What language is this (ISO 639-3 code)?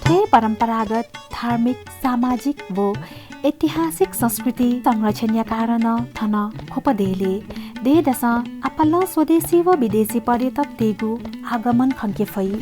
new